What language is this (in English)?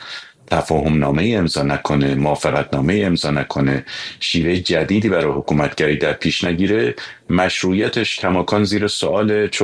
Persian